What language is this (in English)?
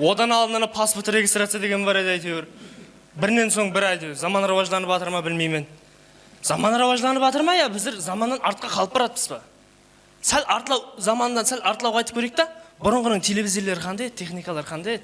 Kara-Kalpak